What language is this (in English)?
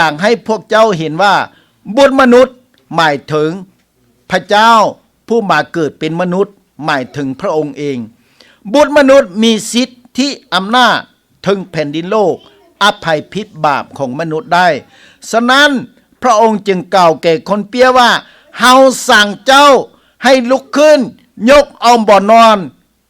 Lao